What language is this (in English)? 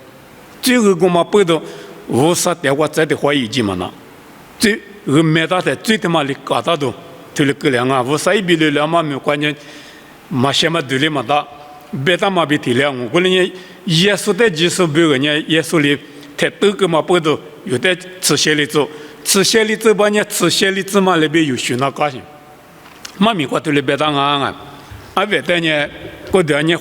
Lisu